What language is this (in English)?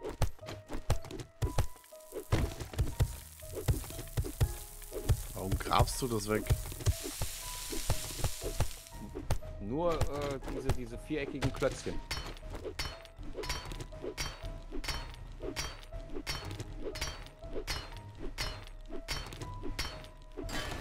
German